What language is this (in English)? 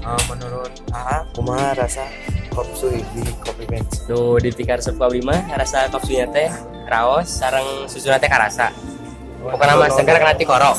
Sundanese